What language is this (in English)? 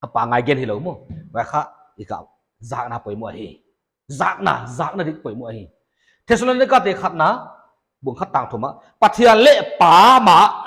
Paite Chin